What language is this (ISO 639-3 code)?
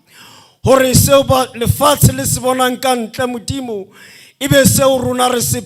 sot